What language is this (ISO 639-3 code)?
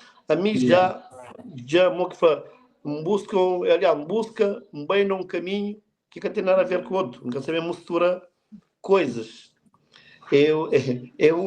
kea